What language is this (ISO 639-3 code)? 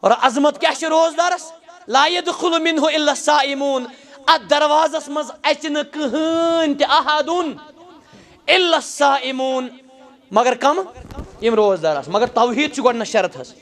kas